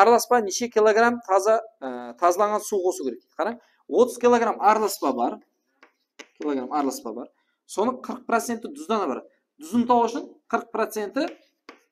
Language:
Kara-Kalpak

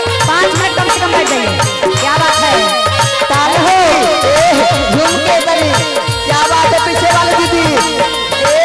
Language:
Magahi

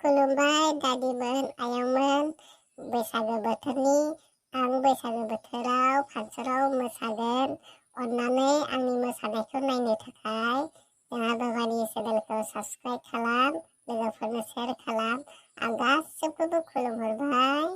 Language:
Bodo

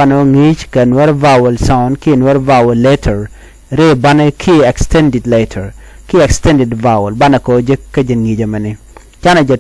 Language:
Nuer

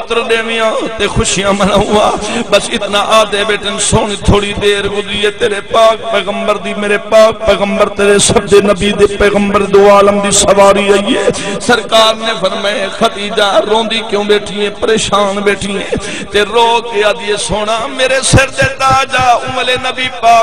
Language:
Saraiki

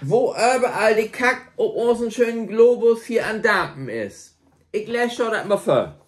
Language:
Low German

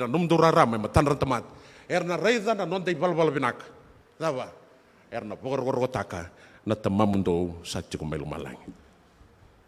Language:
Fijian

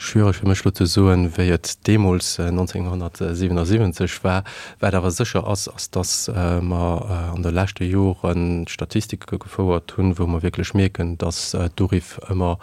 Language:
Luxembourgish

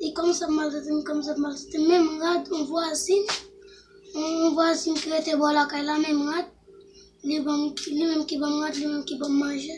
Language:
Haitian Creole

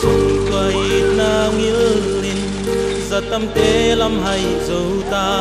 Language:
Paite Chin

